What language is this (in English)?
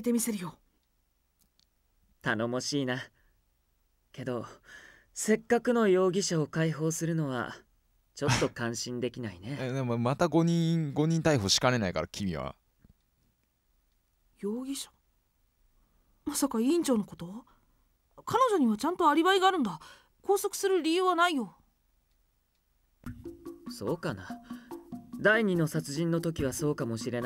Japanese